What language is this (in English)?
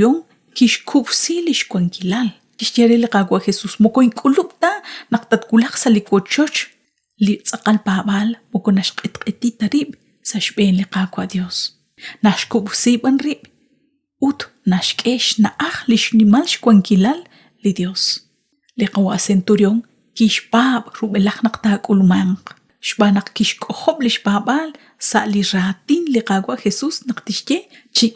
Kekchí